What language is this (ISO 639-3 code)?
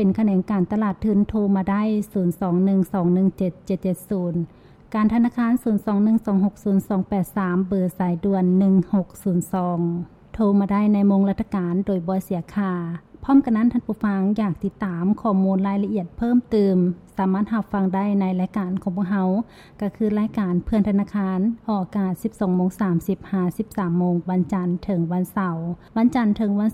lao